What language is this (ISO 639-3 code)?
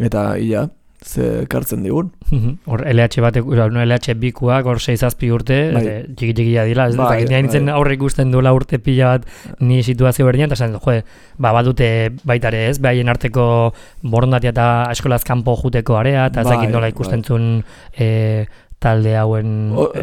eus